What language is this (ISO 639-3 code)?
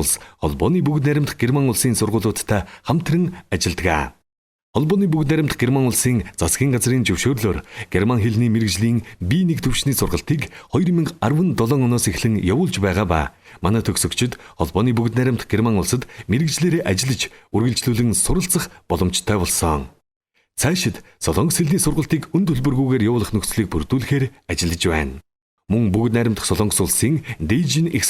mon